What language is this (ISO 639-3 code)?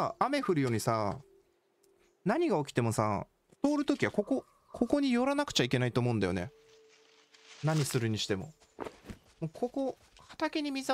jpn